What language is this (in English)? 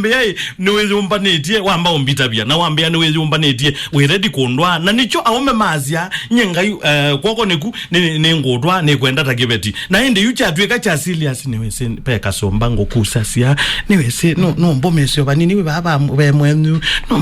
Kamba